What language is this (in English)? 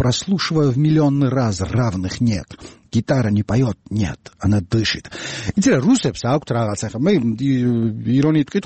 Georgian